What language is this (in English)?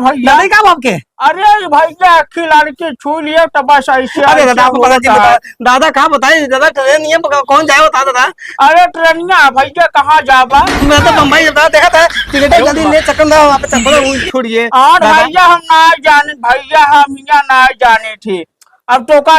Awadhi